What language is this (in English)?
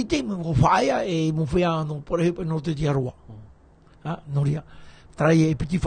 Tahitian